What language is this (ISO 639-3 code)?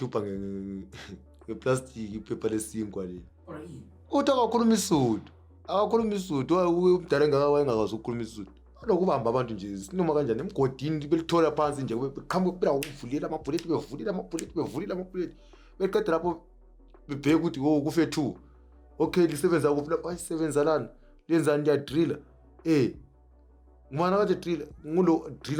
zul